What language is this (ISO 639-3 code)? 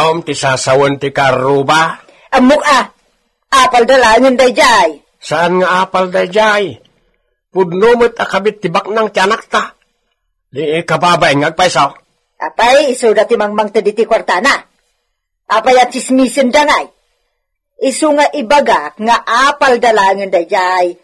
ilo